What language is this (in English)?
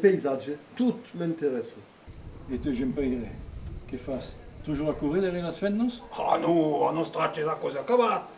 Occitan